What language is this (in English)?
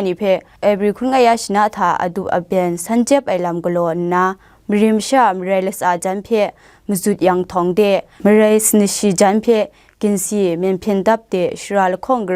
Kachin